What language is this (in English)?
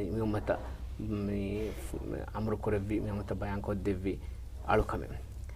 Divehi